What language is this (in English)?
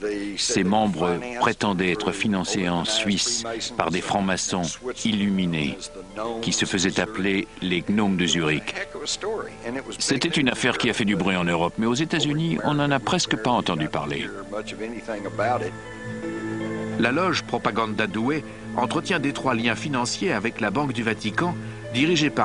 French